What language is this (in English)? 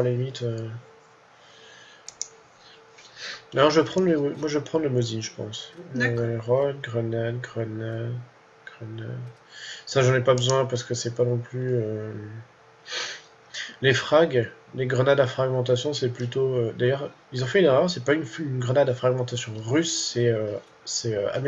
French